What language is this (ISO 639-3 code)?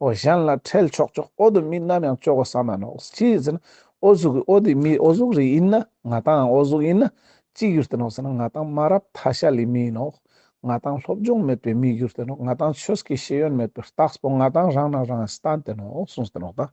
lbj